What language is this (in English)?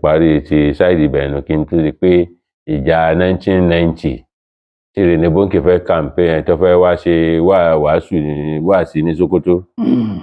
Yoruba